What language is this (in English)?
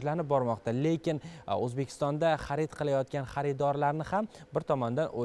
Uzbek